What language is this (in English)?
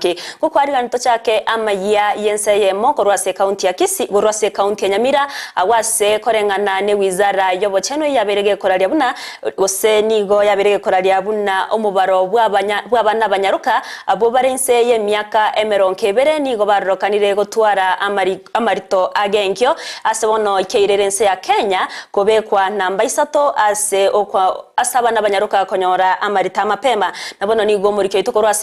Gusii